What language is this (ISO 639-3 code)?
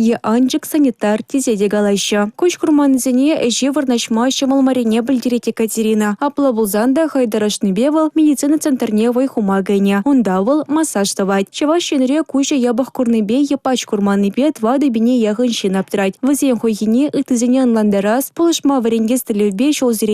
chv